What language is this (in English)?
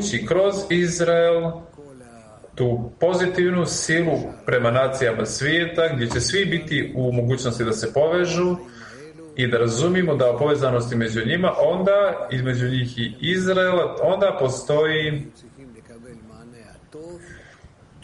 Croatian